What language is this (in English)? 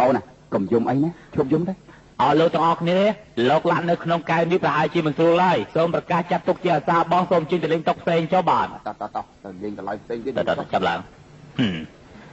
Khmer